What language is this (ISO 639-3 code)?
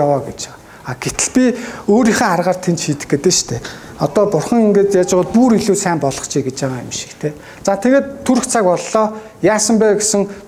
mon